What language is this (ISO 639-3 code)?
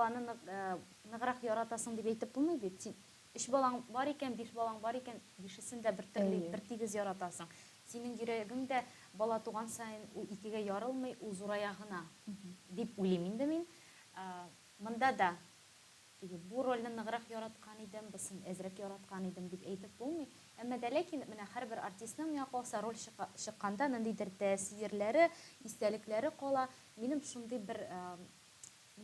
tat